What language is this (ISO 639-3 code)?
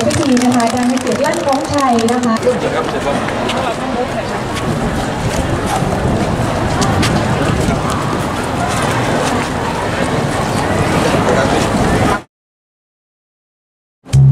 tha